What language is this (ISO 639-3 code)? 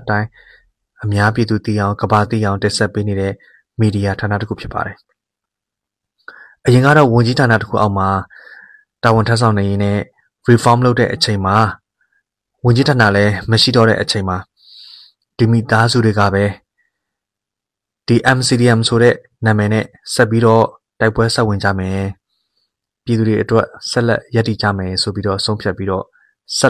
mya